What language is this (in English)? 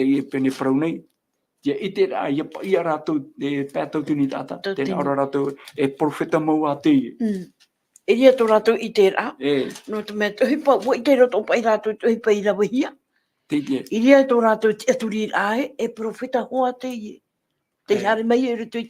Tahitian